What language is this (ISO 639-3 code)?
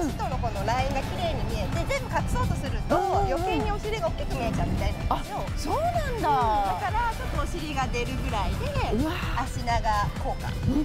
jpn